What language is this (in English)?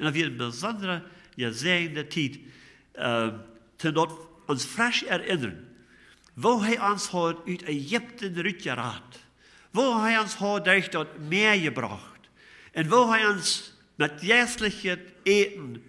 Plautdietsch